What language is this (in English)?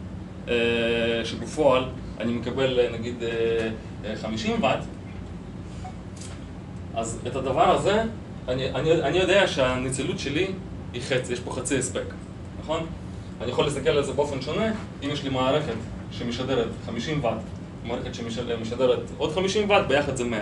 Hebrew